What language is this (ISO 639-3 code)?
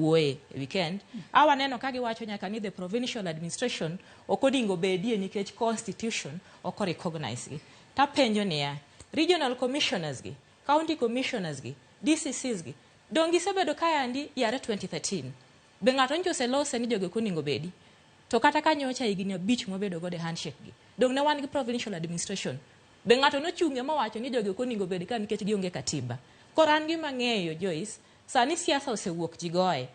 luo